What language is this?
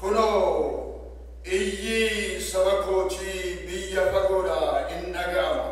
Oromo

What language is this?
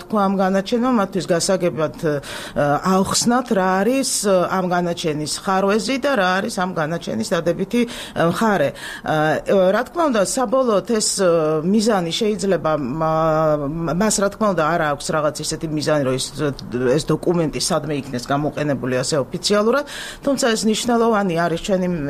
Georgian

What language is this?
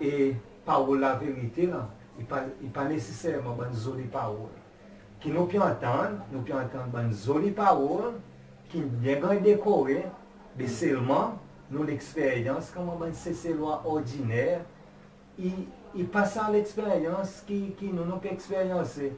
Seselwa Creole French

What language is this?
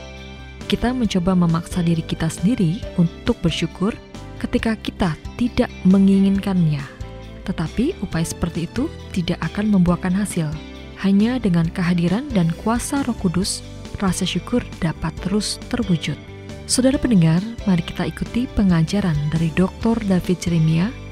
Indonesian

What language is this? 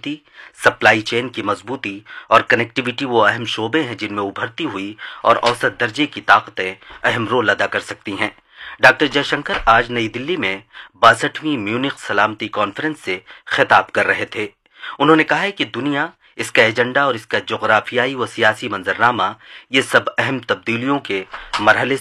Urdu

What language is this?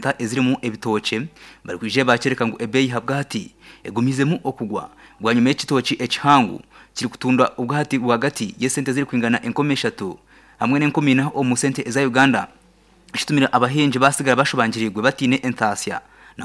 Nyankole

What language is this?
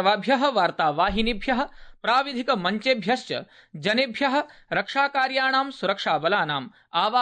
Sanskrit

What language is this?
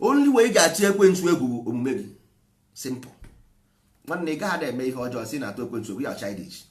Igbo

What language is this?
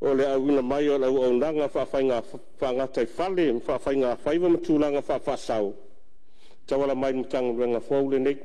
Samoan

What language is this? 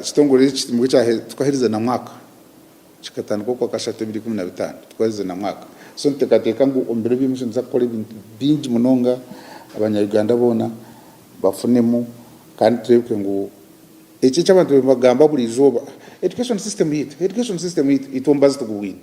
Nyankole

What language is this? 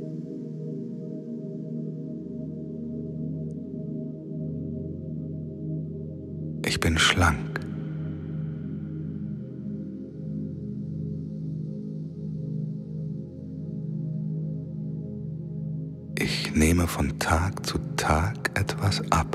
German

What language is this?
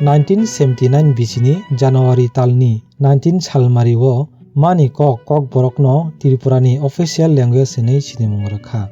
Kok Borok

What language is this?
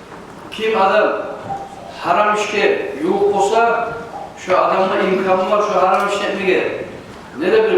Kumyk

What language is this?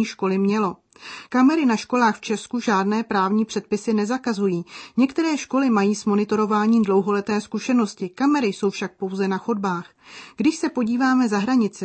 Czech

